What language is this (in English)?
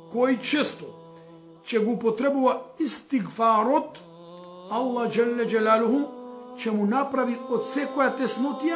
Macedonian